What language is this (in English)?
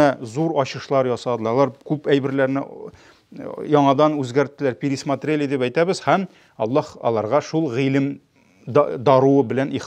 Tatar